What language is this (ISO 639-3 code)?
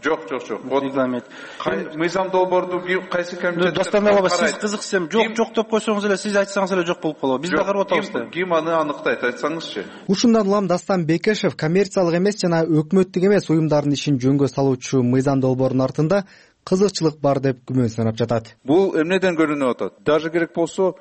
kir